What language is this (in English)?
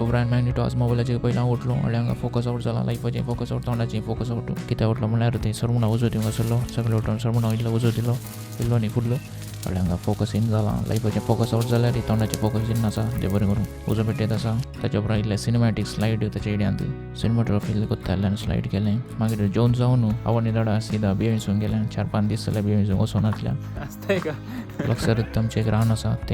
Konkani